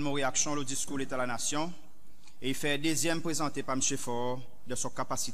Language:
Seselwa Creole French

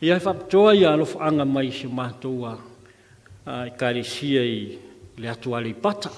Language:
Samoan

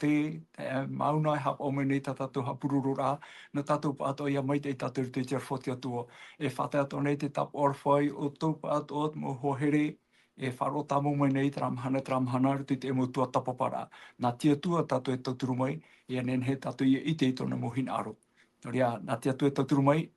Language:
Tahitian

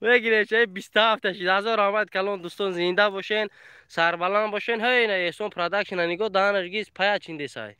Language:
Tajik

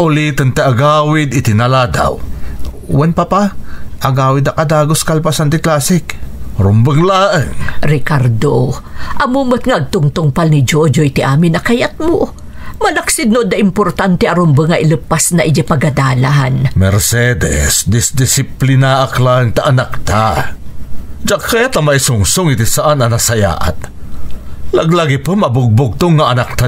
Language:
Iloko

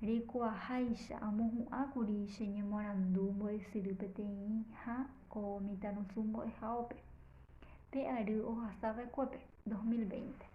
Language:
Guarani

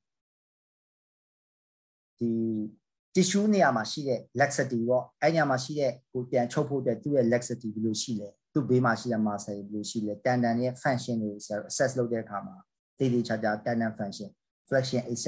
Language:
Burmese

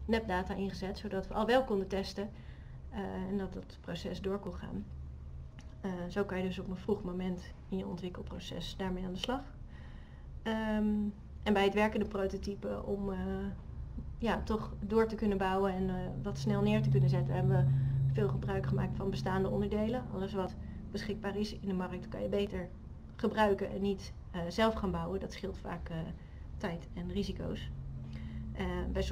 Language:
Dutch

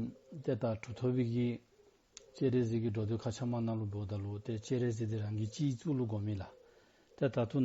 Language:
Dzongkha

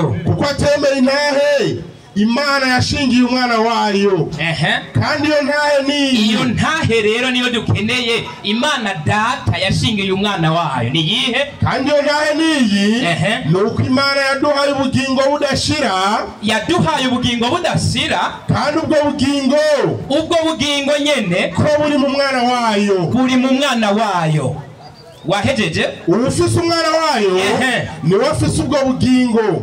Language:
Rundi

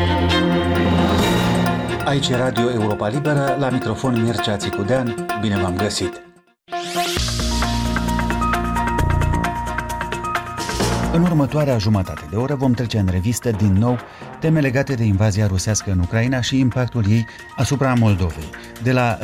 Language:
Romanian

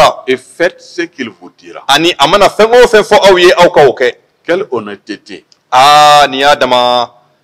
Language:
Bambara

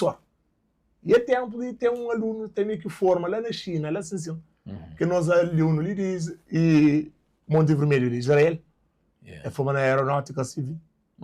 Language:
Kabuverdianu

